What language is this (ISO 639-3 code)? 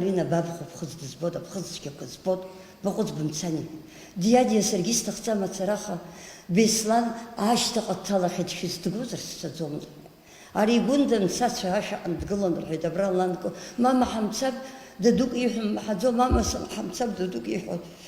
abk